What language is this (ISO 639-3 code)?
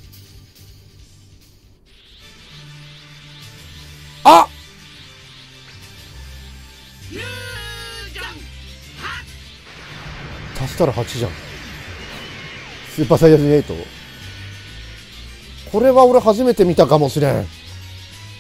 jpn